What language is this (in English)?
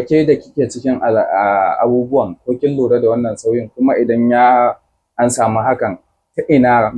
Hausa